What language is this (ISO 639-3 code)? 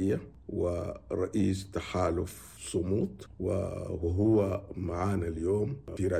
ara